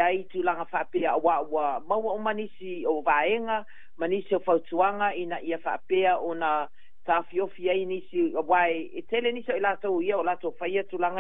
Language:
Samoan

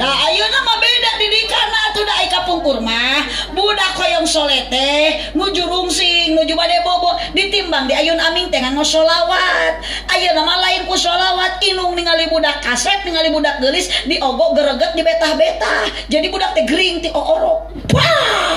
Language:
Sundanese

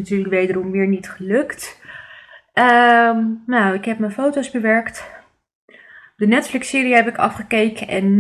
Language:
Dutch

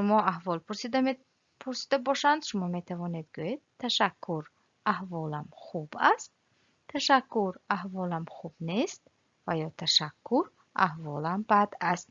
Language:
Tajik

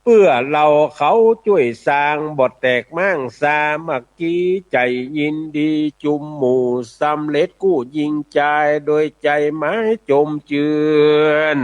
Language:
Northern Thai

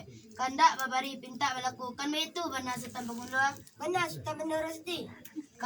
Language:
Minangkabau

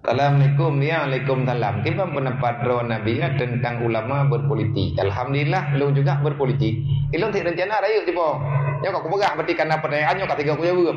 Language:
Achinese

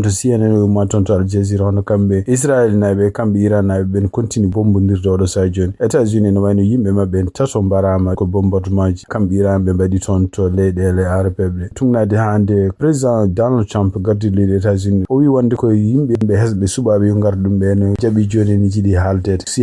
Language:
Fula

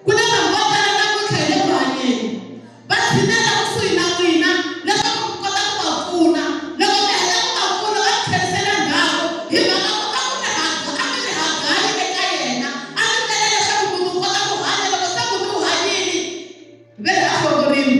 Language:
Tsonga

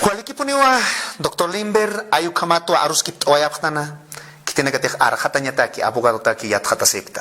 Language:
Aymara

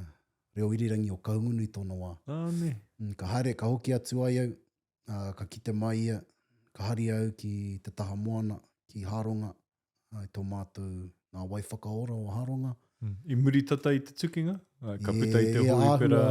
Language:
Māori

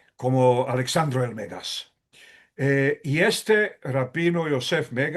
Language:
Ladino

